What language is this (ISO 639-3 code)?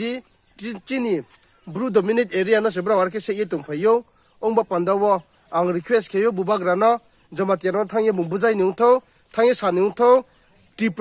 ria